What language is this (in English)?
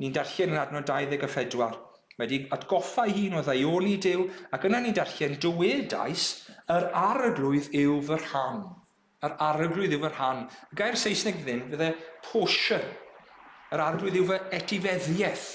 Welsh